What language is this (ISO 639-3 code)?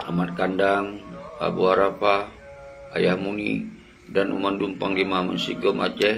ace